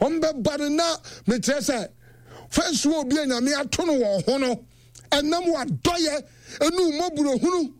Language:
Akan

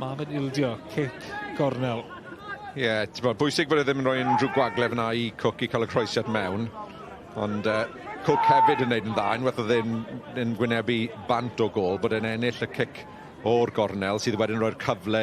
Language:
Welsh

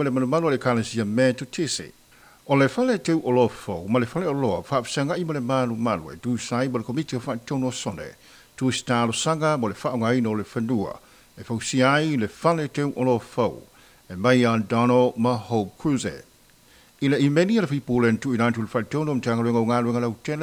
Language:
Samoan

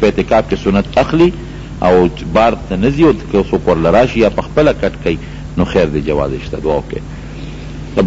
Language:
Pashto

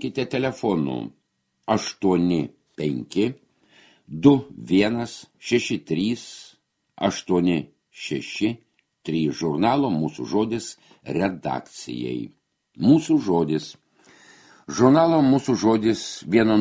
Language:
Lithuanian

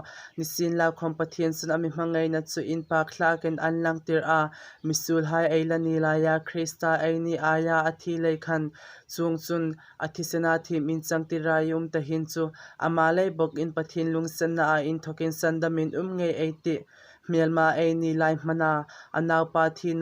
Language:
Hmar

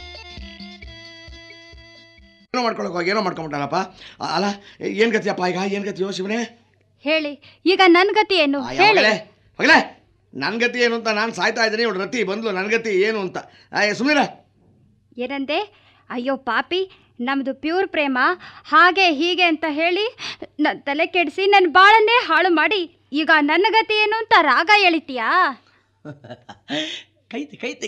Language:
Kannada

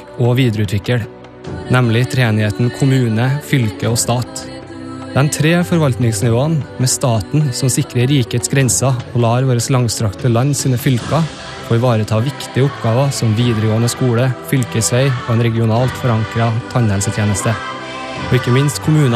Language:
Norwegian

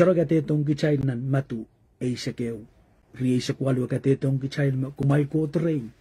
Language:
Pohnpeian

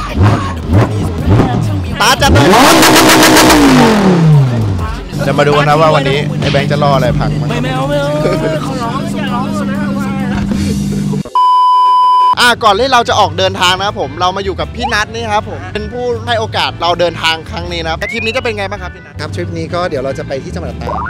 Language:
Thai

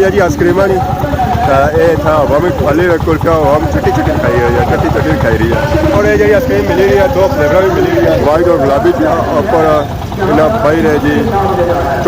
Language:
Pahari-Potwari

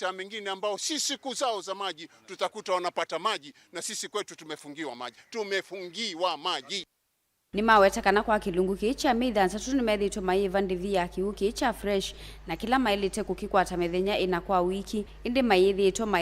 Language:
Kamba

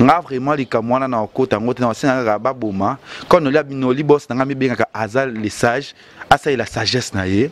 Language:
Lingala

